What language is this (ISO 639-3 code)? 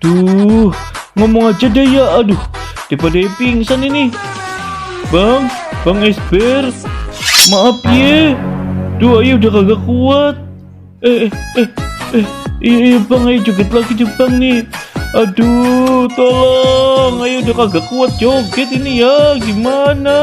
bew